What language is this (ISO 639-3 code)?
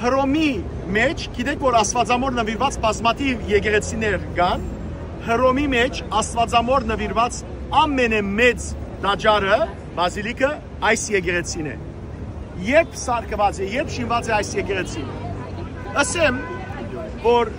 hyw